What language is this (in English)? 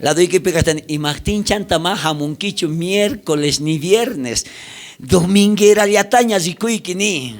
South Bolivian Quechua